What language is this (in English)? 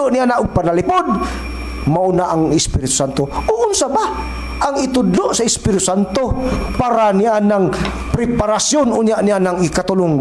Cebuano